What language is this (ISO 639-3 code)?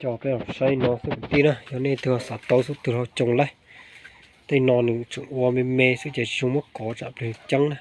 hmn